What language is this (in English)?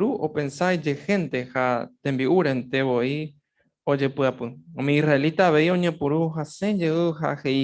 Guarani